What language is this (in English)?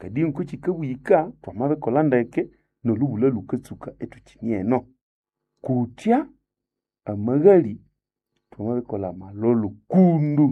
Nande